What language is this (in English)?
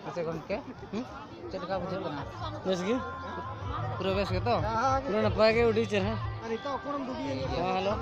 Santali